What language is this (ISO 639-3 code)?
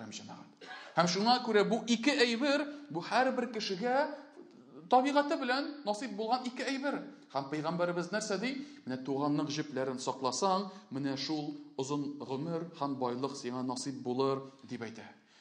tat